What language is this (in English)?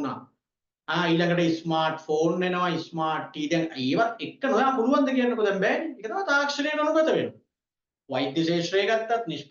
Sinhala